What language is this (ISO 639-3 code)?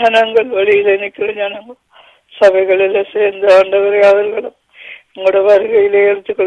tam